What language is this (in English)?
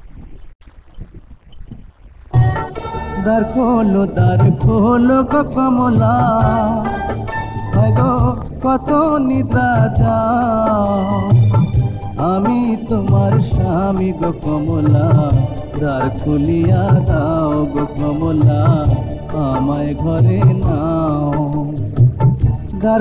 Bangla